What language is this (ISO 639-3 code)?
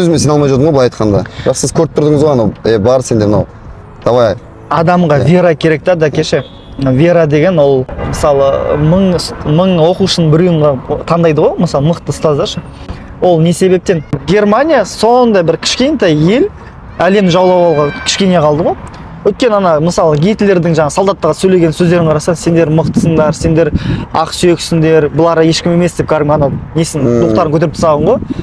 kaz